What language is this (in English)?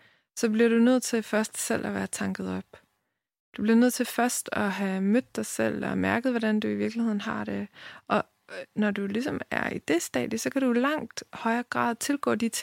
Danish